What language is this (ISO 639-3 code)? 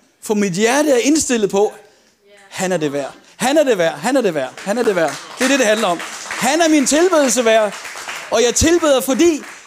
dan